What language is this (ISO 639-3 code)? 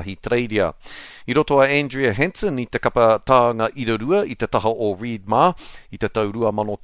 mri